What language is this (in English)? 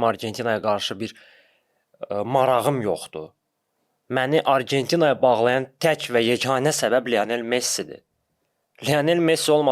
Azerbaijani